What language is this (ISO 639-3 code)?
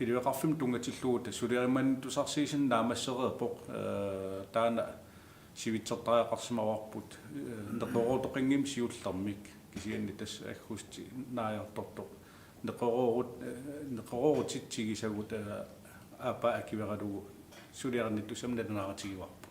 kal